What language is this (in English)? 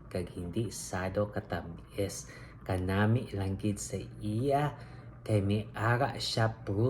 Hiligaynon